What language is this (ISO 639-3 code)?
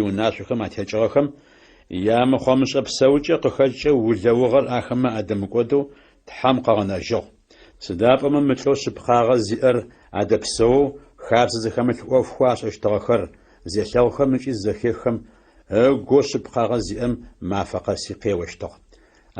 ady